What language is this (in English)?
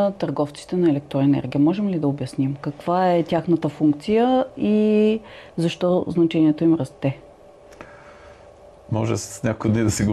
Bulgarian